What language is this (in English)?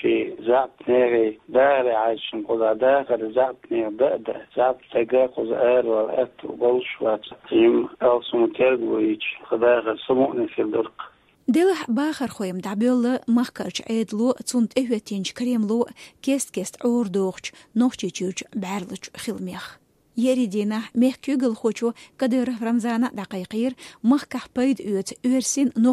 Chechen